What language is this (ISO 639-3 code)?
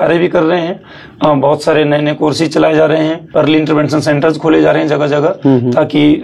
hin